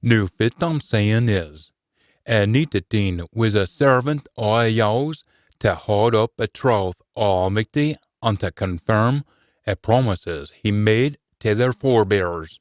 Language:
Scots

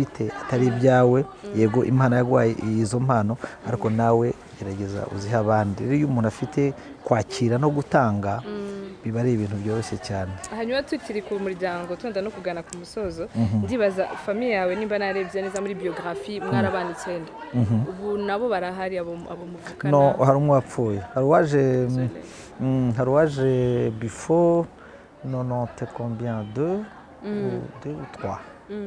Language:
Kinyarwanda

